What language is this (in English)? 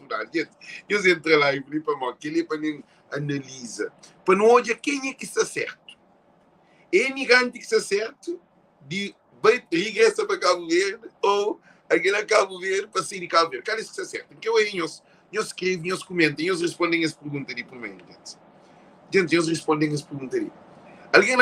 Kabuverdianu